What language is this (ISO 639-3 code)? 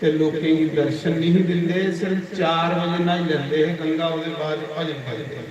doi